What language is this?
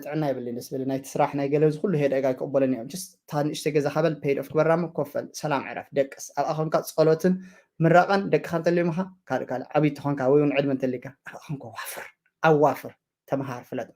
Tigrinya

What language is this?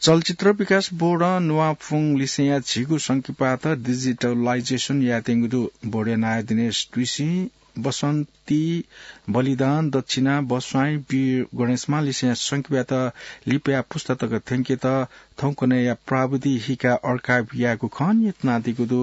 Newari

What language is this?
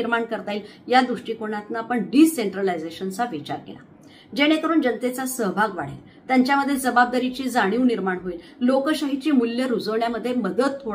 Marathi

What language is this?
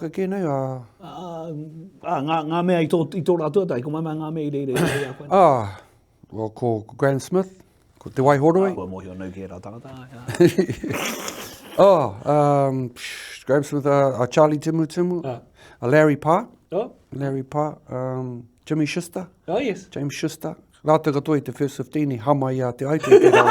Māori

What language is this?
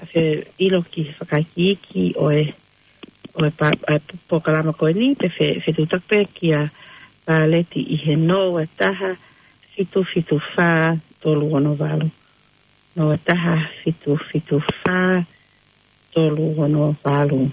Tongan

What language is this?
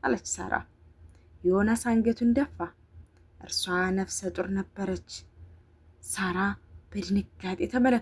Amharic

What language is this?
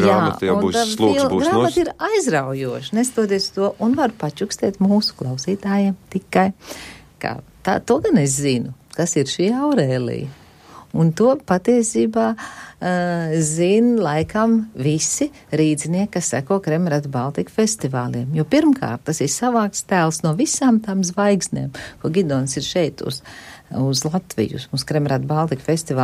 Latvian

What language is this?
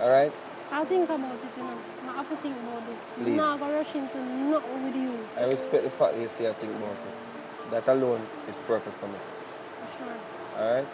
Jamaican Creole English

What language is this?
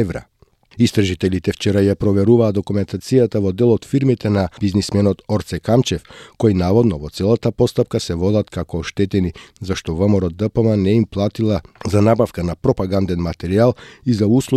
Macedonian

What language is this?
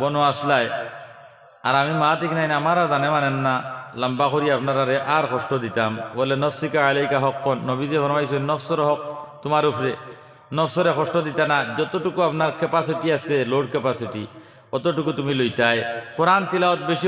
Sylheti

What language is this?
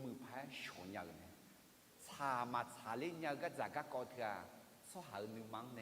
Akha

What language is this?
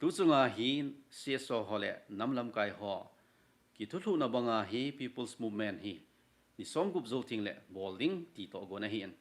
Thado Chin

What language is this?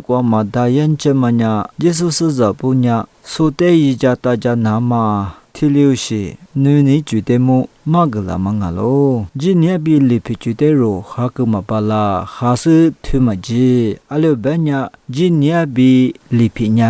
Lisu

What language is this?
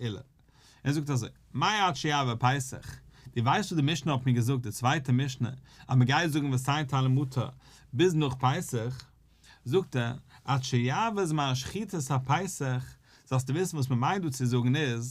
Yiddish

